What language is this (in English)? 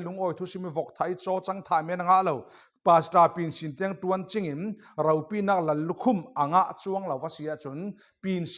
Falam Chin